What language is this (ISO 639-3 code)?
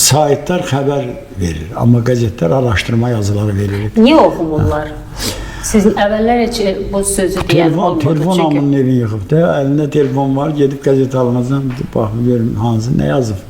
aze